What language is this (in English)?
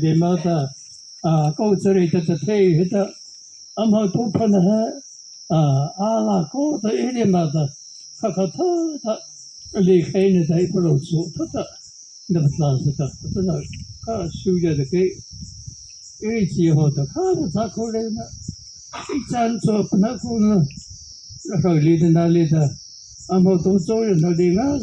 Mara Chin